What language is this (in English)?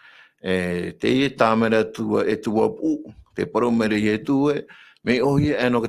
Tahitian